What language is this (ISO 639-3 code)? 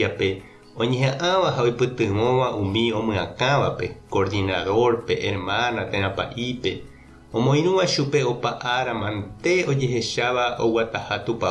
grn